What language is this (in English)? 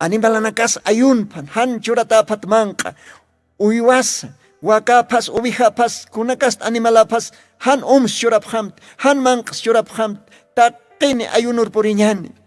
Aymara